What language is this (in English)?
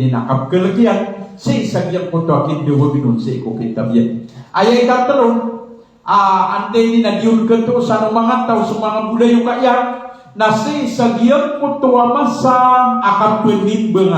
Maranao